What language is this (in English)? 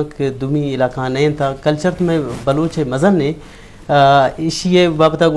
Eastern Balochi